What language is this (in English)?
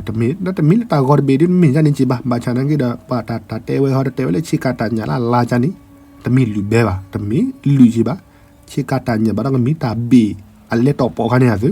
S'gaw Karen